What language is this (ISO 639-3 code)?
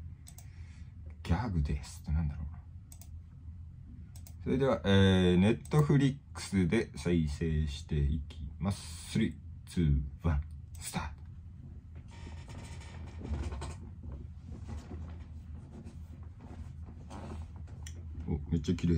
jpn